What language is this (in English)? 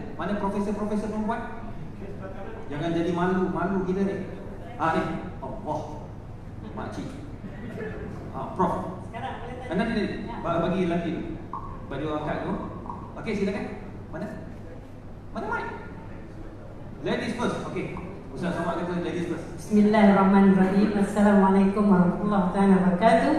Malay